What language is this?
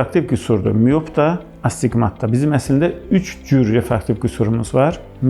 Azerbaijani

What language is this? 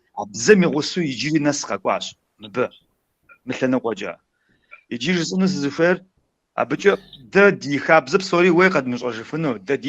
Kabardian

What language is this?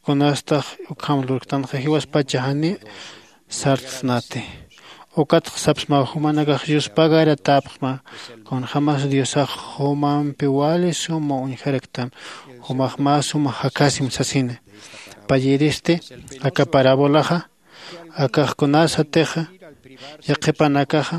Aymara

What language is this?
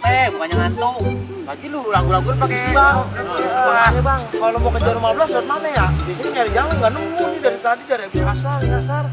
Betawi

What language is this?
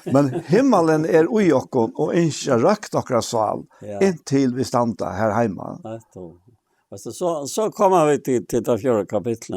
Faroese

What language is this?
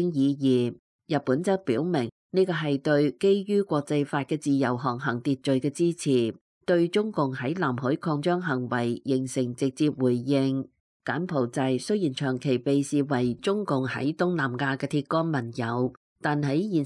Cantonese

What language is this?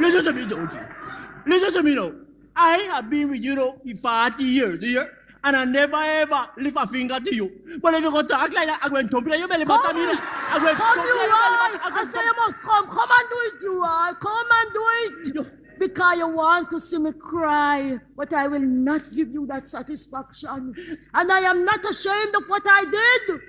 Jamaican Creole English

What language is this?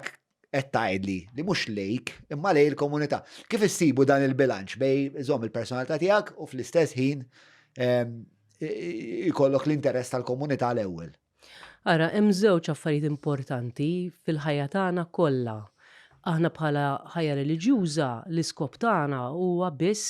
Maltese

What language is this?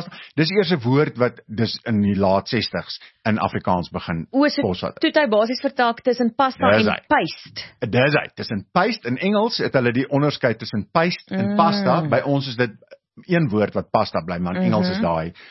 Afrikaans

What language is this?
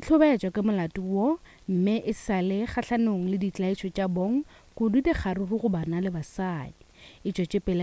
Northern Sotho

